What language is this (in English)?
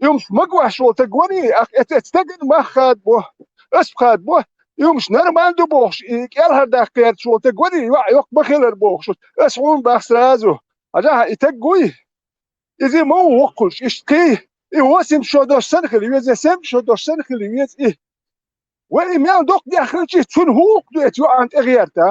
Chechen